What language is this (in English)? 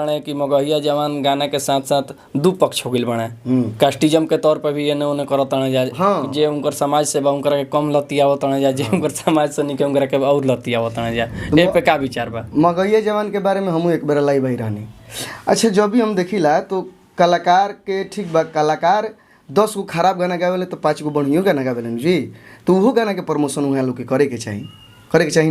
Bhojpuri